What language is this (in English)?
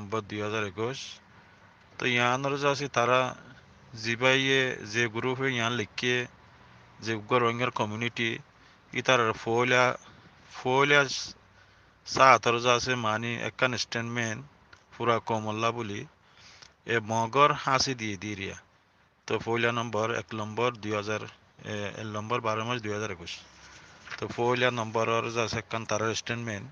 Rohingya